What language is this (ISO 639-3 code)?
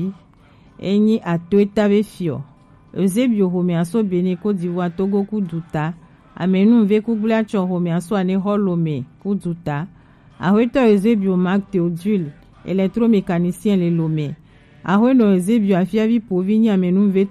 gej